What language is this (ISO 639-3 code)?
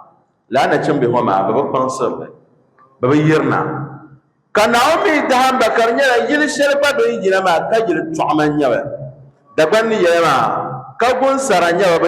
dag